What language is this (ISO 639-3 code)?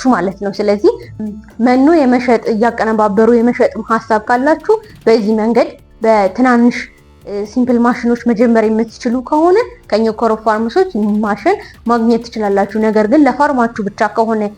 amh